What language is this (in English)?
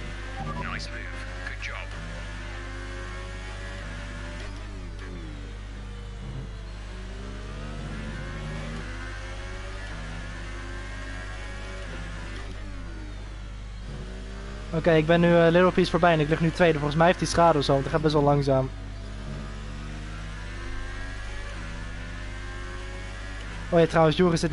Dutch